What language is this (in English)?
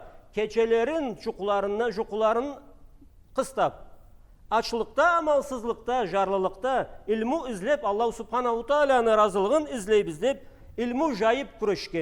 Karachay-Balkar